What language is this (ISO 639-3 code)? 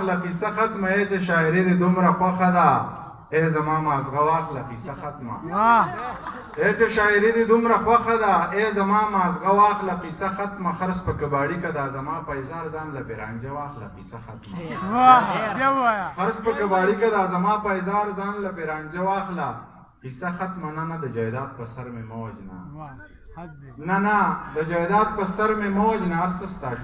pus